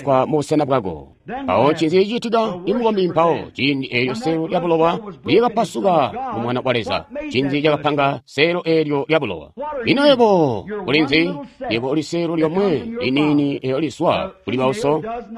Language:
Tonga (Zambia)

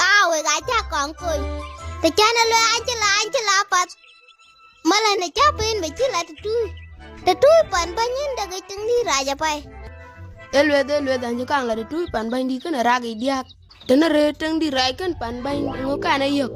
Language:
Dinka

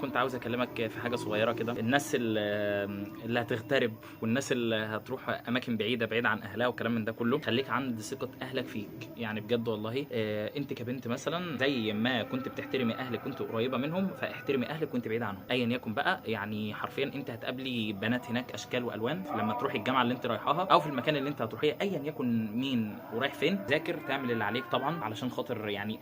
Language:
Egyptian Arabic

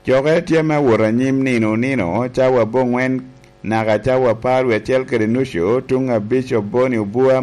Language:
Lango (Uganda)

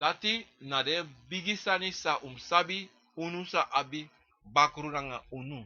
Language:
Sranan Tongo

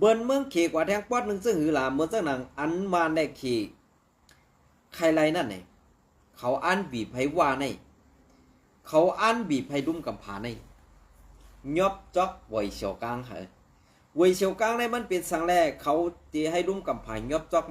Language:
Shan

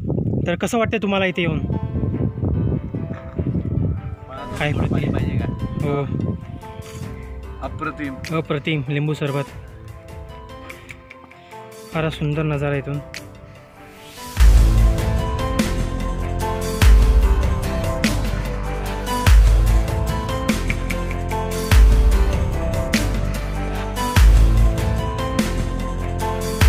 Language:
Marathi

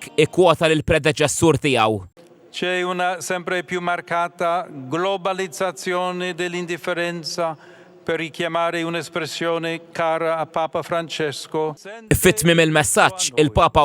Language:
Maltese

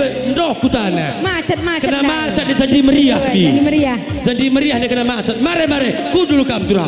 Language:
Batak Karo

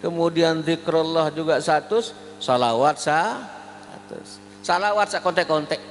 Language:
Sasak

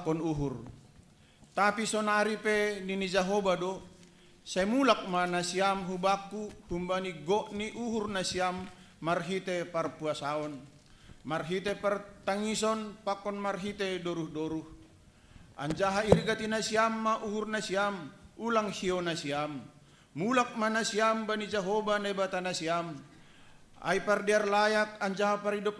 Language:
Batak Simalungun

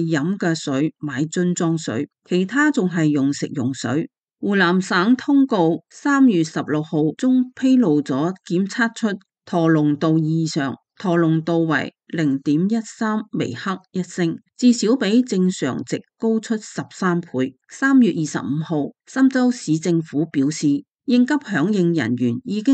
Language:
Cantonese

